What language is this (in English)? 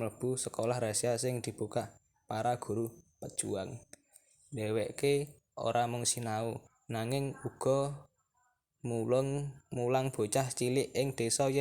Javanese